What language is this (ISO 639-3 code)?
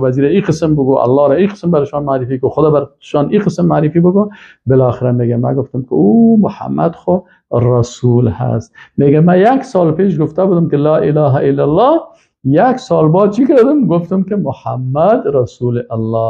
fas